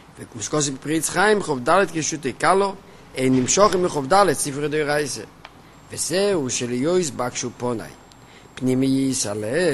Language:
Hebrew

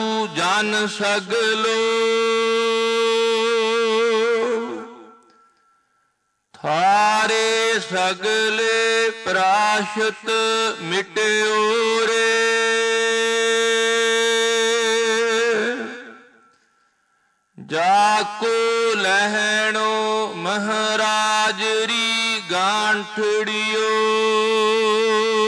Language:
Punjabi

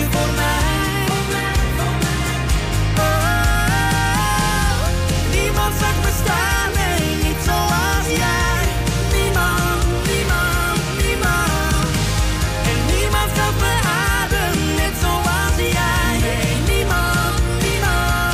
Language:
Dutch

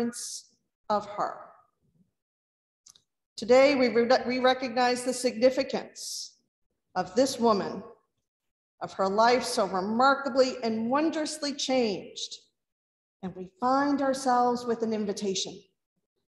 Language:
English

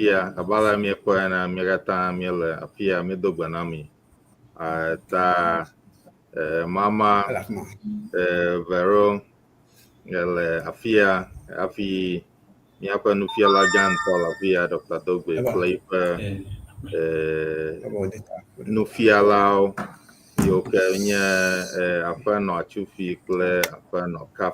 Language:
Ewe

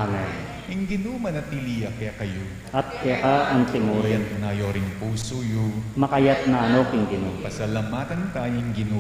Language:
Pampanga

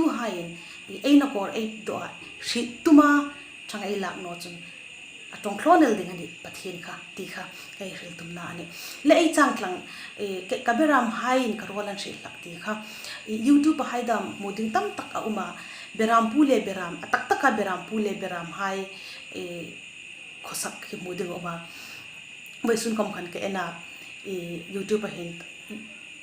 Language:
Hmar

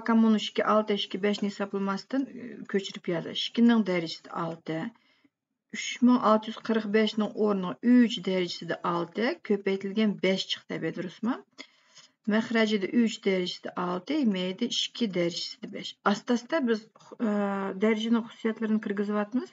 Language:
Uyghur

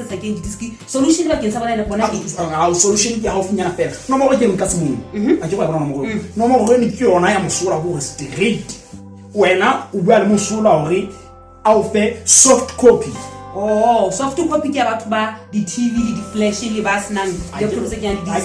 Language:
Southern Sotho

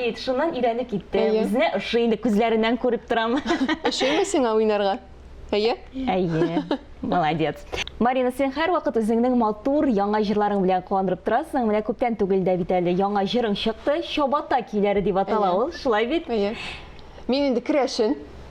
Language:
Tatar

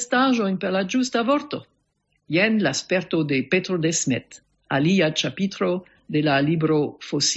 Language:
Esperanto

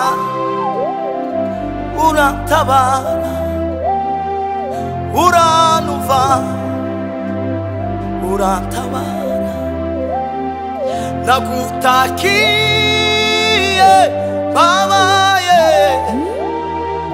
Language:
Kinyarwanda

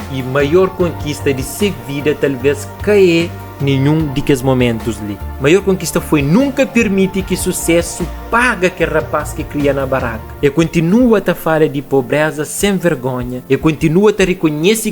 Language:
Kabuverdianu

